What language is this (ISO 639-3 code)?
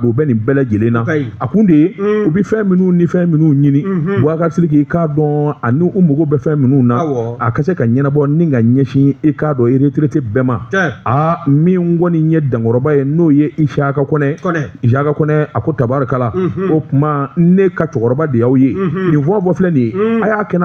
bam